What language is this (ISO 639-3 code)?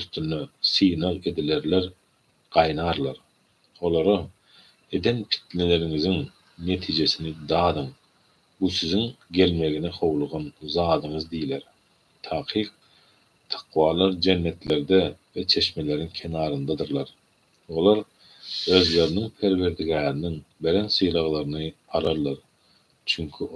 tuk